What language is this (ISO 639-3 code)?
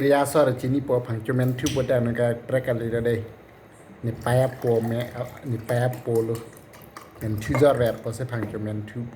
mjw